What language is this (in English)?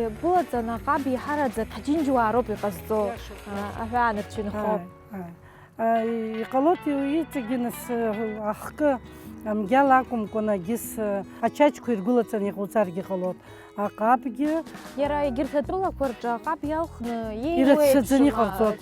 Abkhazian